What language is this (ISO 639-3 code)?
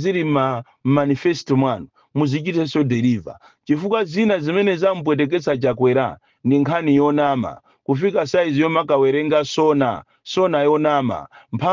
nya